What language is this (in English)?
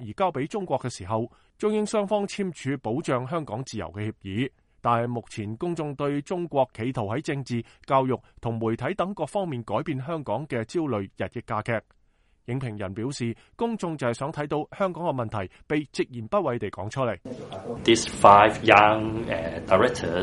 Cantonese